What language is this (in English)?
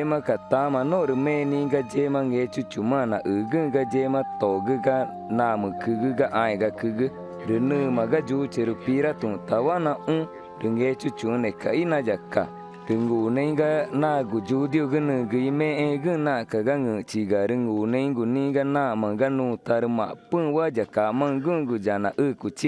Ticuna